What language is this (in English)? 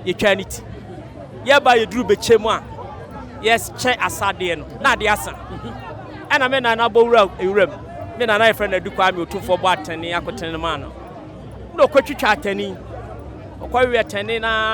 Akan